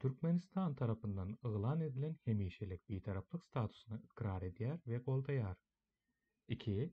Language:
Turkmen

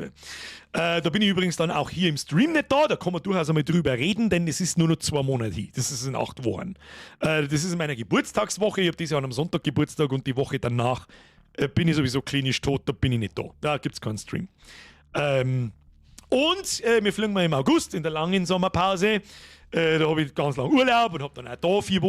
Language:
Bavarian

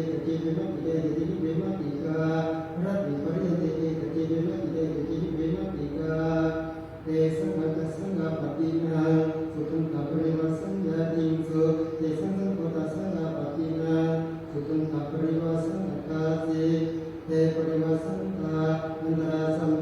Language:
Pali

